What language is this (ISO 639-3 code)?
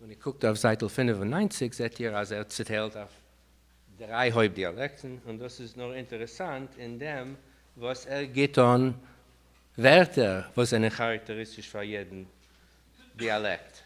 yid